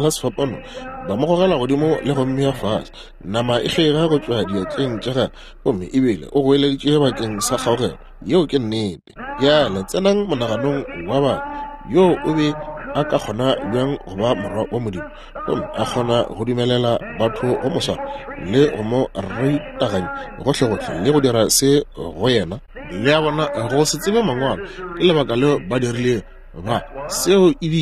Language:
Northern Sotho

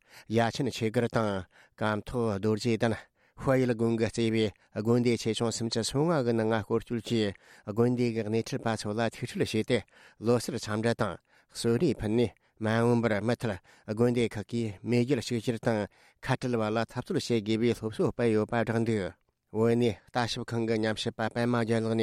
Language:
Tibetan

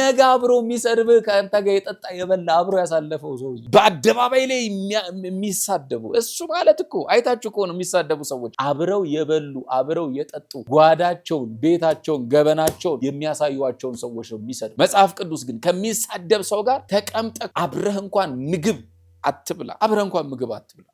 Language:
Amharic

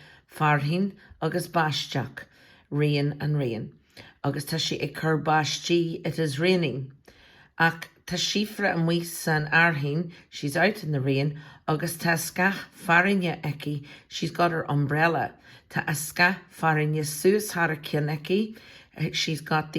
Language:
Irish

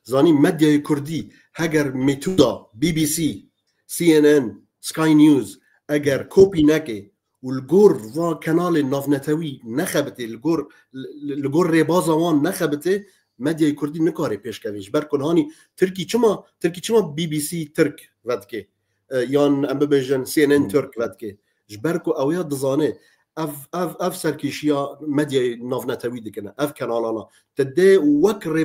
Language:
Kurdish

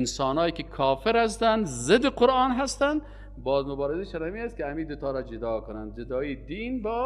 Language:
Persian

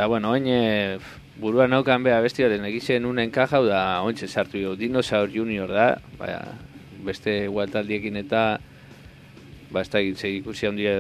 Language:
Basque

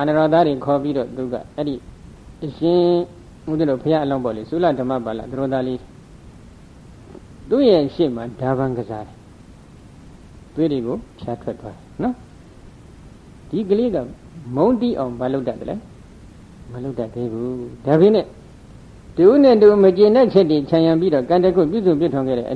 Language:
Burmese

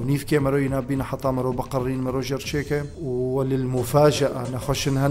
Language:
Kurdish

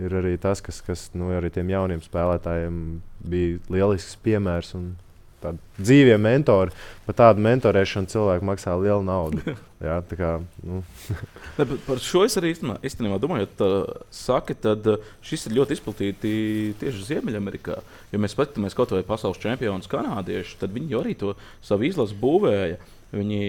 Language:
Latvian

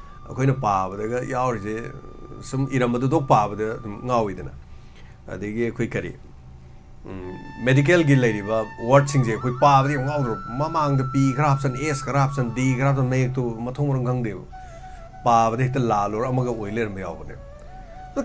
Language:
Manipuri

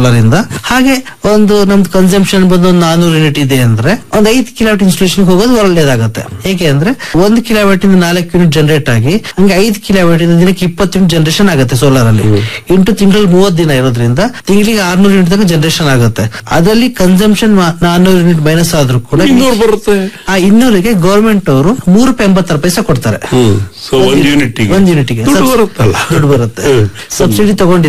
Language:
Kannada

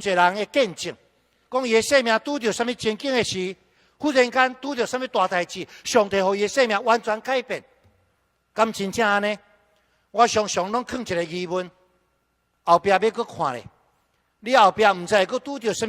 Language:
Min Nan Chinese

